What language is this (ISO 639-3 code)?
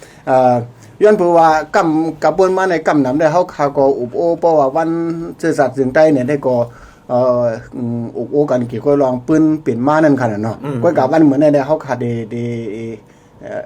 shn